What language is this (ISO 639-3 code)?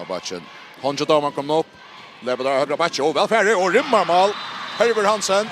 fao